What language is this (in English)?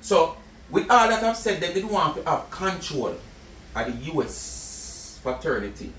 Jamaican Creole English